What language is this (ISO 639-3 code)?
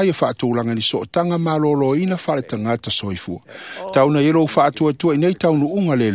smo